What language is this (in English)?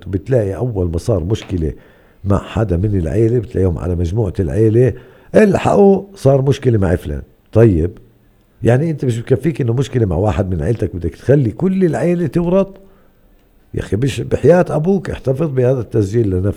North Levantine Arabic